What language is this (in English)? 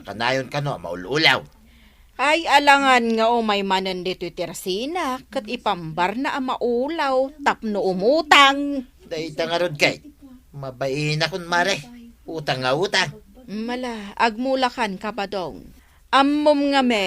Iloko